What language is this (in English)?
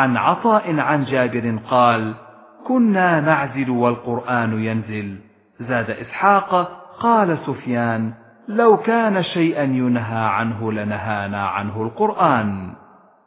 Arabic